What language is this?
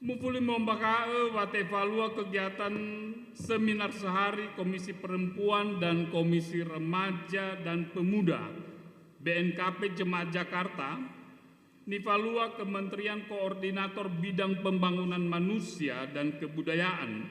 Nias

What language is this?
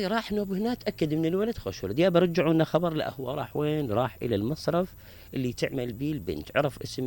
Mesopotamian Arabic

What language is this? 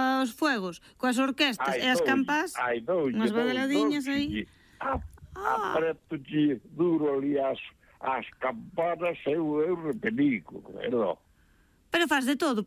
Galician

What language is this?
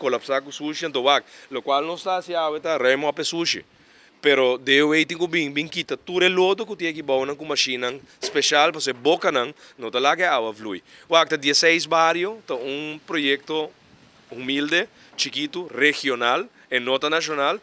Papiamento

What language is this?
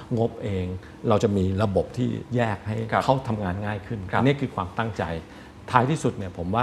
Thai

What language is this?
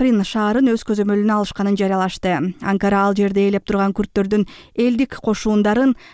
Kyrgyz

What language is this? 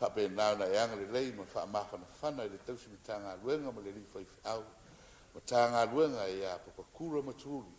Samoan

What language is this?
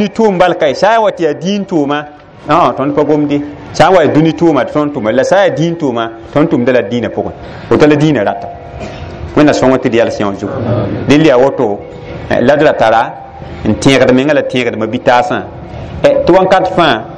Mossi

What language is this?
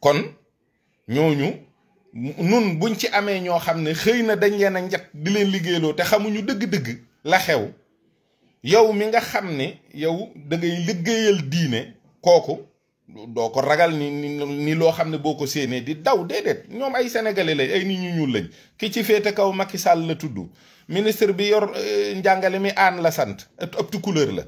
Wolof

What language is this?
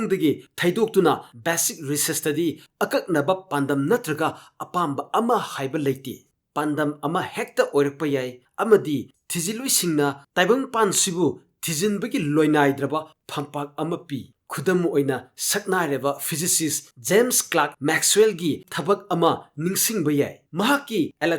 Manipuri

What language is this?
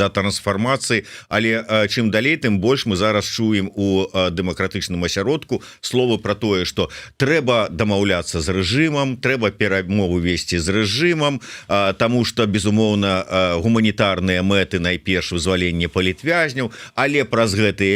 Belarusian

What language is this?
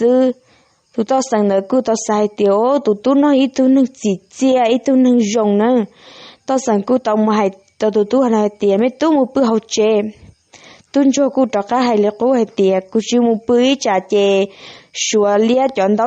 Hmong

